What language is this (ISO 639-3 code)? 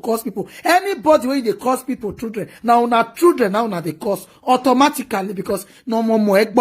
pcm